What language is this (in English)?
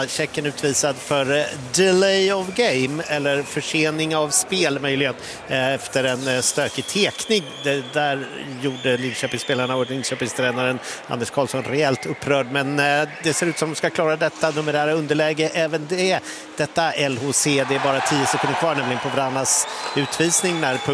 Swedish